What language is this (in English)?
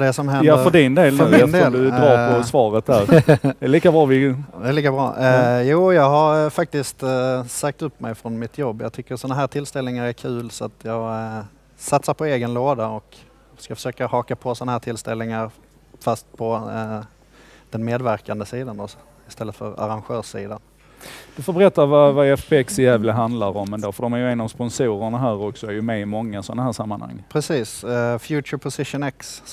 Swedish